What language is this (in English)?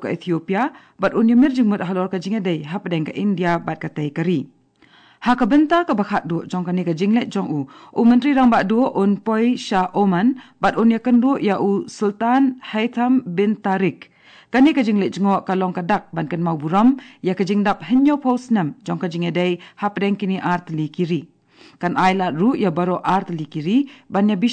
Khasi